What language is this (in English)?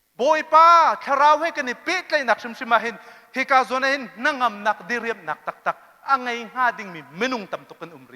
Hakha Chin